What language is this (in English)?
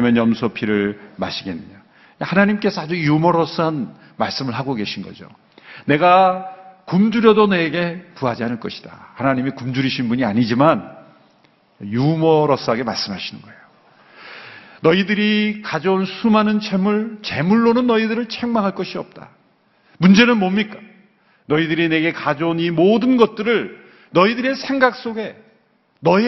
Korean